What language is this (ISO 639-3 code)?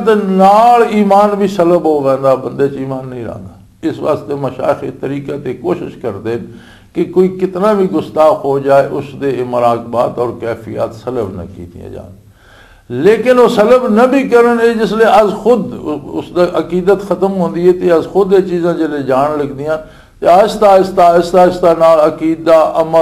lah